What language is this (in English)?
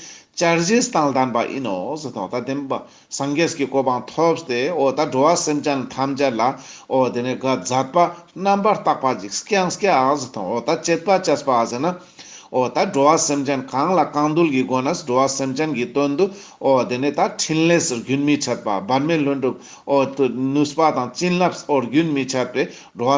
Ladakhi